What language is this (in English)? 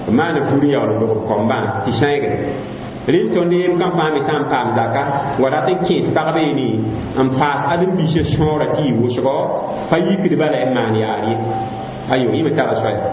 Mossi